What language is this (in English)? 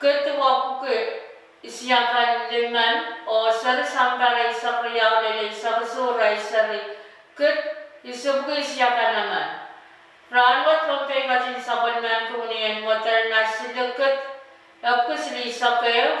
Pohnpeian